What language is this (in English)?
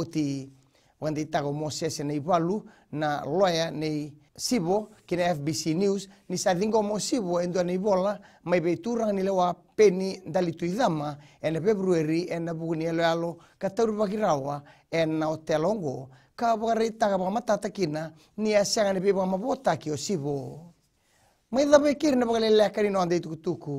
Fijian